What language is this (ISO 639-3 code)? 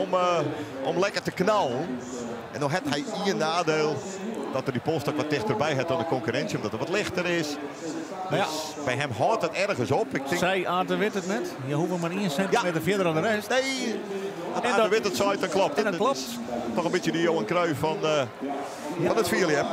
fry